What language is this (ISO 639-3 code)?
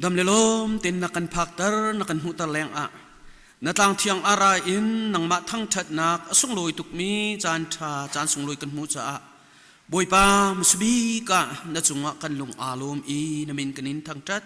cnh